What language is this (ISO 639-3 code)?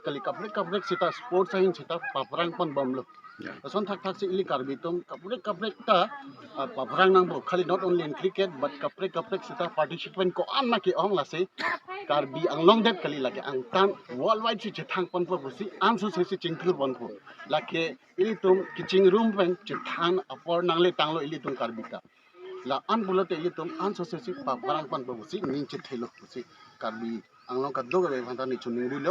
mjw